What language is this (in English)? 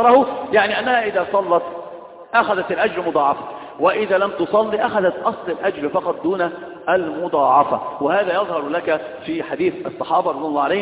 Arabic